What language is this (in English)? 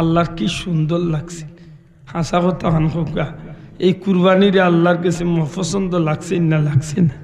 Sylheti